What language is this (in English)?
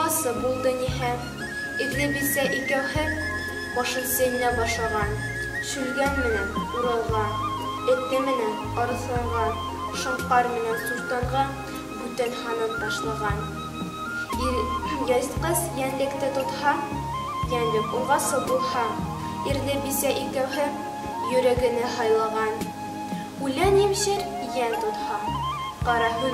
Bashkir